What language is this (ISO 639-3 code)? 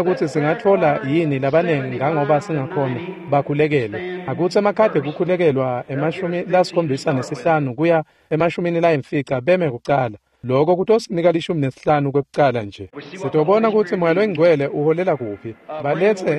ssw